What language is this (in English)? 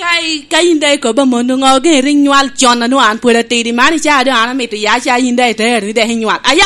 Lango (Uganda)